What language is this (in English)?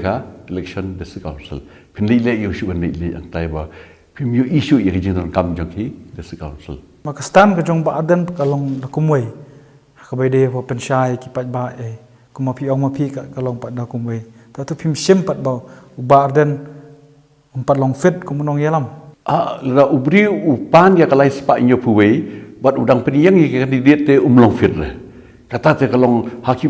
Khasi